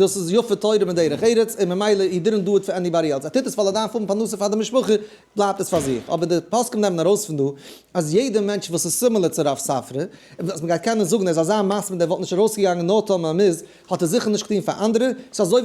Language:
Yiddish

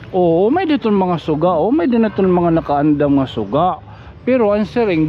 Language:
Waray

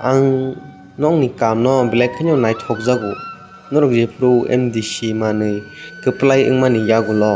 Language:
Kok Borok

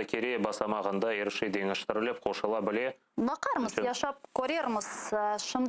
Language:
Crimean Tatar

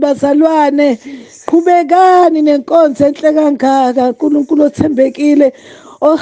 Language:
Zulu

